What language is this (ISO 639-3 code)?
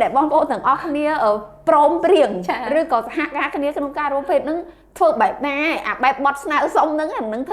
khm